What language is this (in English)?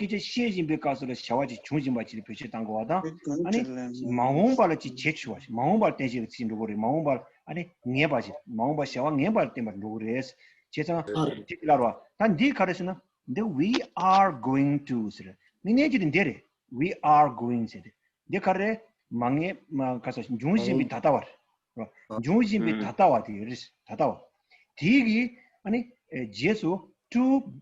Tibetan